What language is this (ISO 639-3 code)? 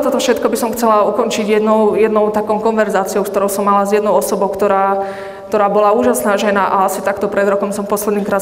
slk